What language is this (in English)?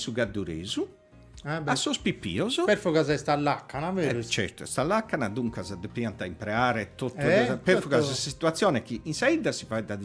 Sardinian